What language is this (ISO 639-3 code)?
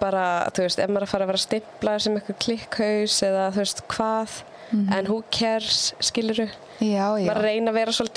isl